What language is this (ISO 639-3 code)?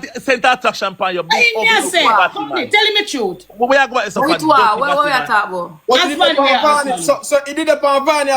jam